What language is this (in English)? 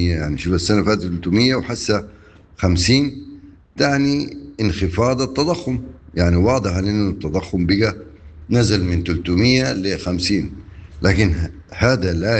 Sudanese Arabic